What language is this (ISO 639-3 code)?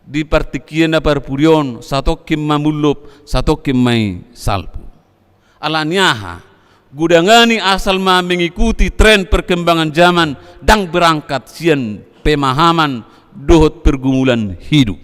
bbc